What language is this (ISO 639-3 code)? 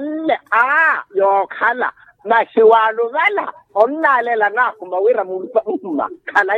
vmw